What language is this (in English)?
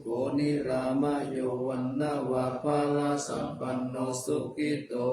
Pali